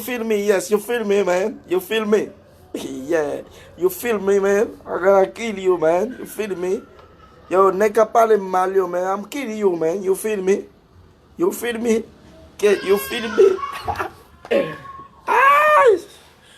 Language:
Haitian Creole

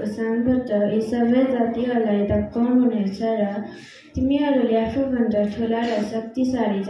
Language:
Nepali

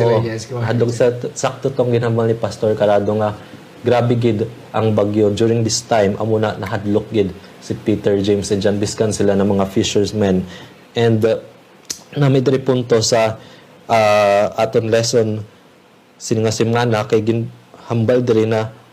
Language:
Hiligaynon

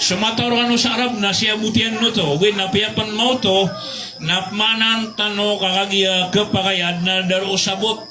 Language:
Maranao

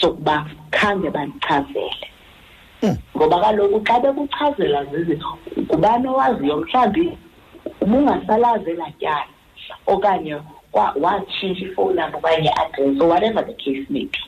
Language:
Xhosa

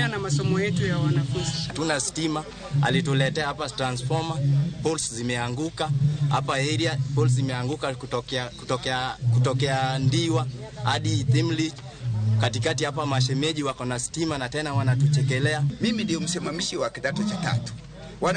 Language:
Luo (Kenya and Tanzania)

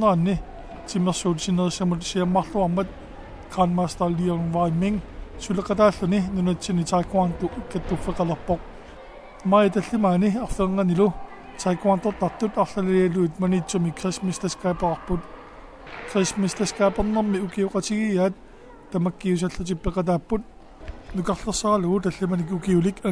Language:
Kalaallisut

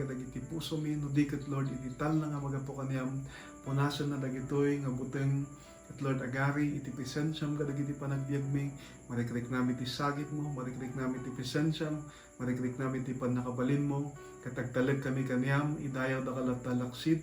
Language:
Iloko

